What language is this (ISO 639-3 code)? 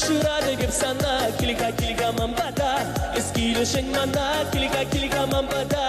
chv